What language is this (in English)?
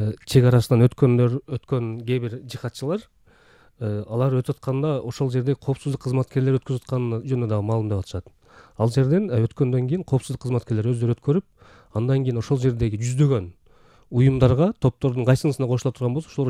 Kyrgyz